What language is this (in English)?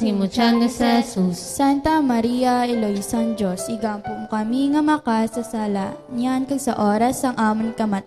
Hiligaynon